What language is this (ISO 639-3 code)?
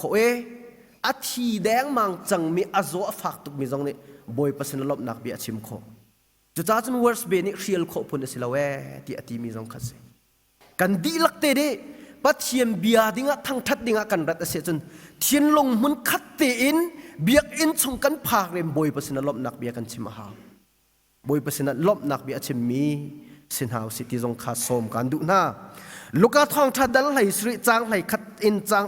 cnh